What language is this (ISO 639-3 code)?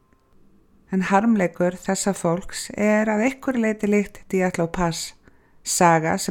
isl